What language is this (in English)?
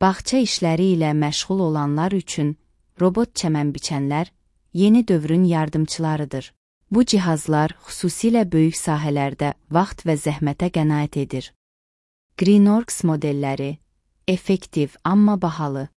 Azerbaijani